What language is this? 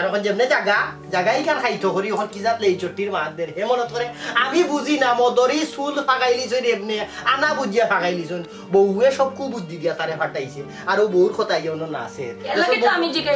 Sylheti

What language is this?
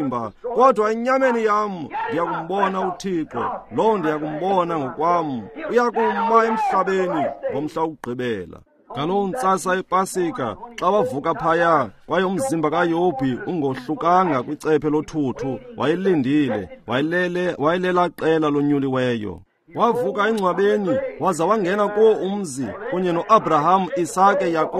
Xhosa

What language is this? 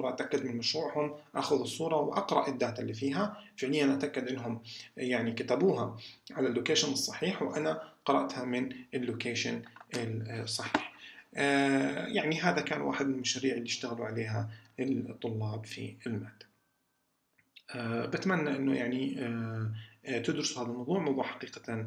South Levantine Arabic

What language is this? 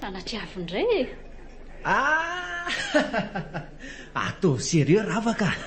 Malagasy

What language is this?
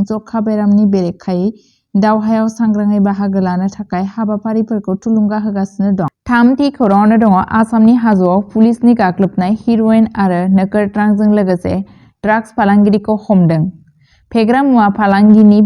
Bodo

